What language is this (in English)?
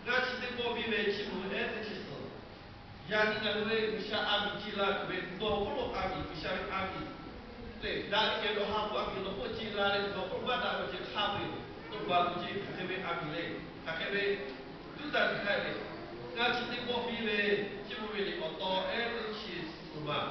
Lahu